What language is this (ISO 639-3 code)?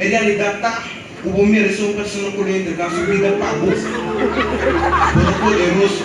pap